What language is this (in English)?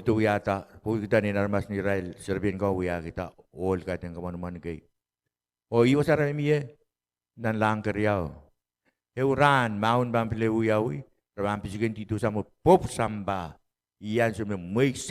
Pohnpeian